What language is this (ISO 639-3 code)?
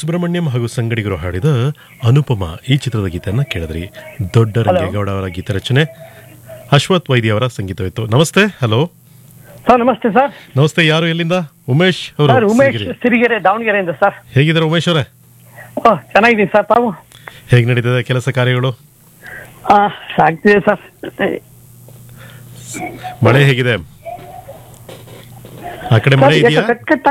kan